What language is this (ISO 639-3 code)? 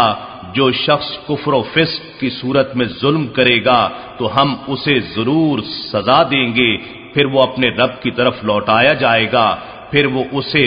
urd